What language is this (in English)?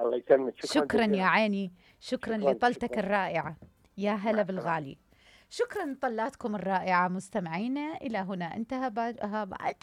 Mesopotamian Arabic